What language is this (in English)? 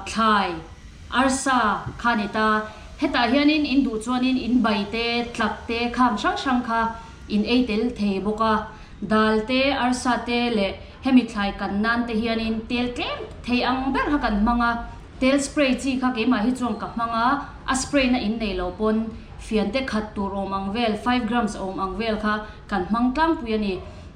Mizo